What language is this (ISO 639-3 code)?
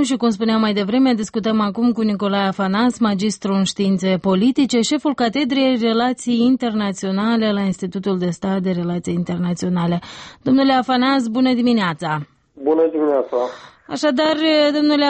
ron